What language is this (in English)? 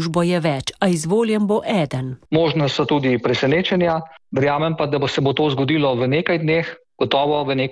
Slovenian